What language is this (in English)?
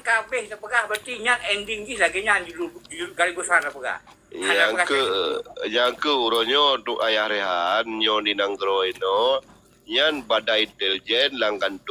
Achinese